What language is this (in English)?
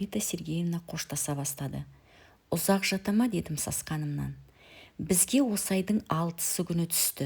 Kazakh